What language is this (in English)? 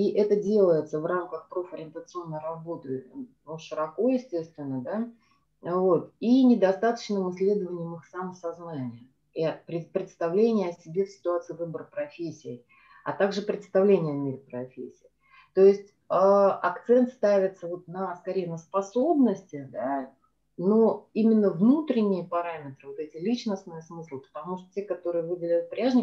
Russian